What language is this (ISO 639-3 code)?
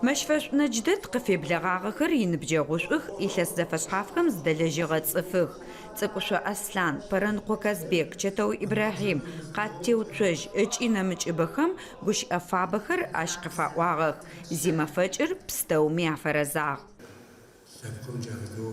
ady